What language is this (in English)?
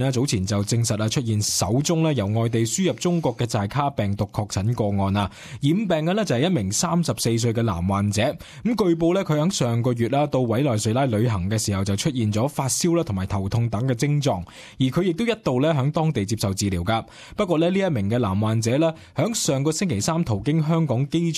Cantonese